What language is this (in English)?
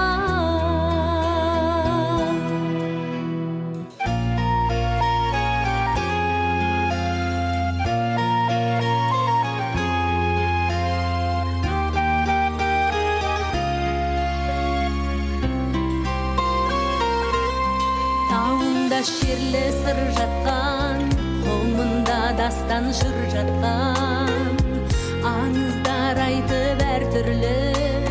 Kazakh